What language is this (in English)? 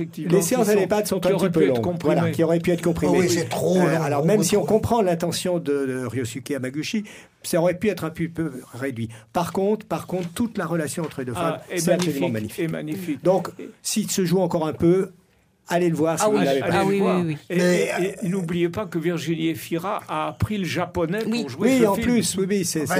French